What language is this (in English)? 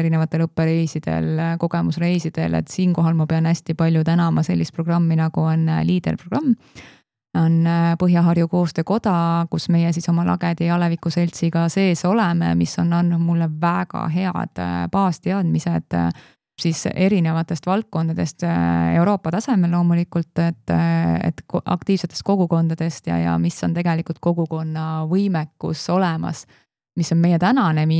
Estonian